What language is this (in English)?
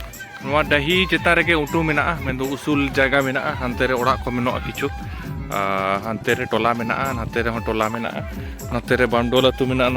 Santali